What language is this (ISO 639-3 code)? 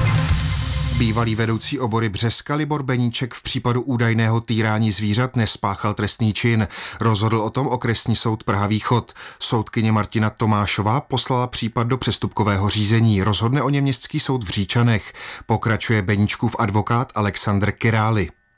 ces